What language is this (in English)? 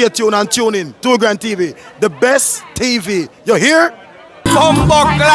Jamaican Creole English